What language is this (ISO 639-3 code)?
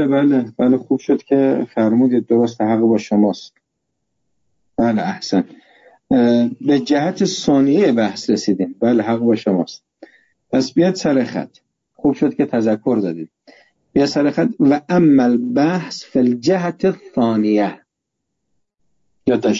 fas